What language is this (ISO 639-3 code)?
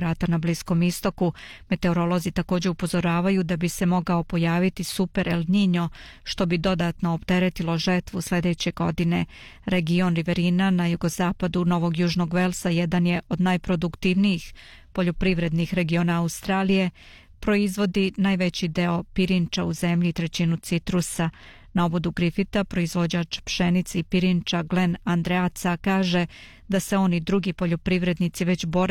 bos